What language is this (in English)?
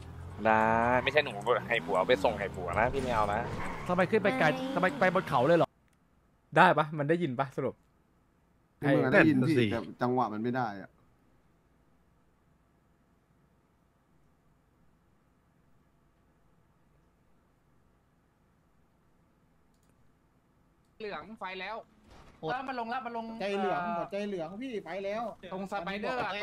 Thai